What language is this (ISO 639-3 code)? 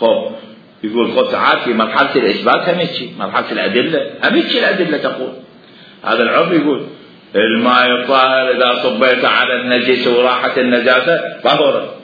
acm